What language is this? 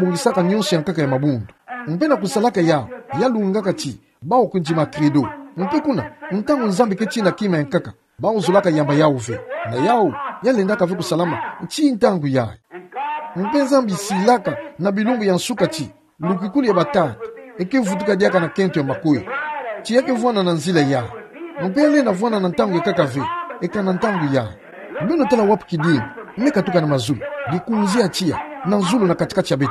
Kituba (Democratic Republic of Congo)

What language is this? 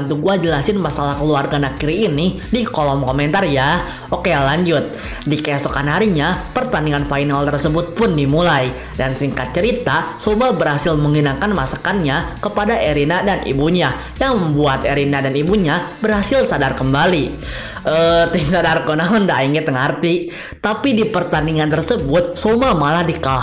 Indonesian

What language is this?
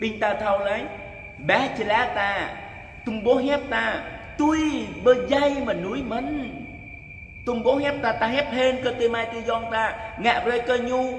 Jarai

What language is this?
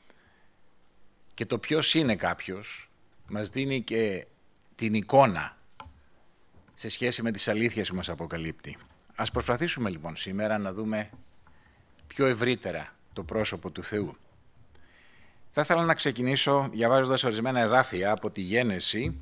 Greek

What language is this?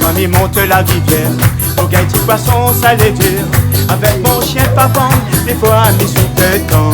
Réunion Creole French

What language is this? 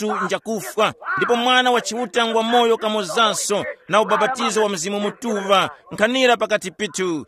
Tumbuka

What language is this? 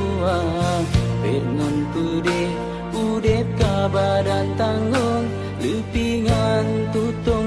Achinese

